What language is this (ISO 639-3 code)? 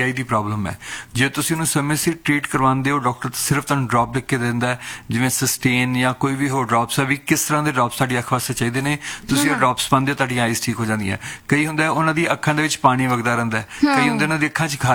pan